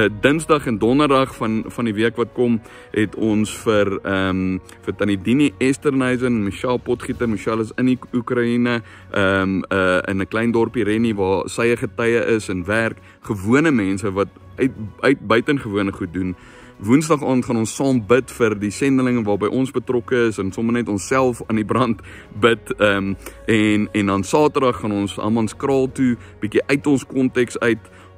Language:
Afrikaans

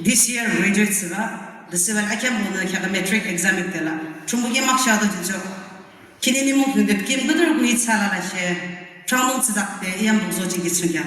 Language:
Yimchungru Naga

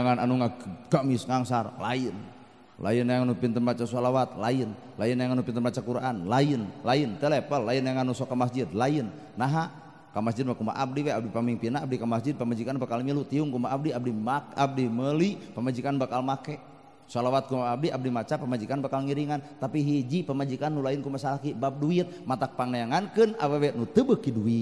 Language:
Sundanese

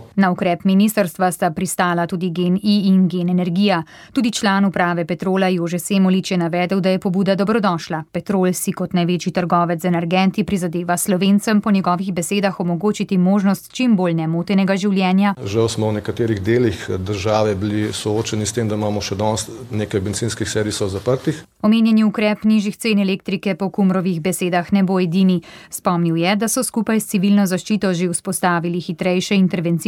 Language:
Slovenian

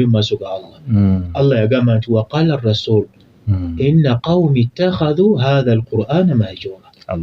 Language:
Ganda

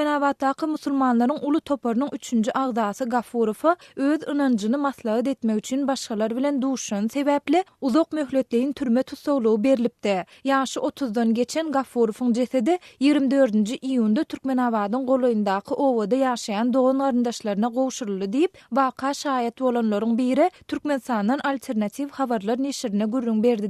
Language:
Turkmen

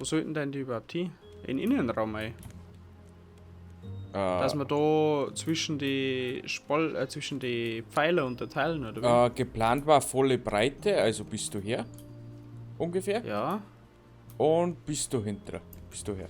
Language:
Bavarian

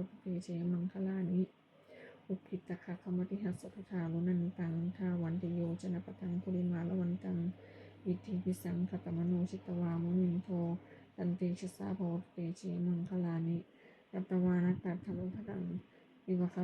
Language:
Pali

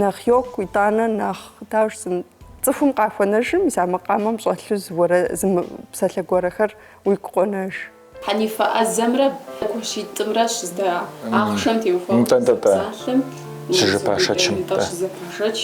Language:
Kabardian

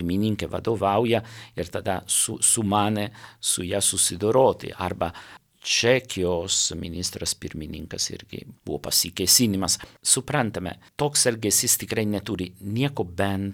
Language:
Lithuanian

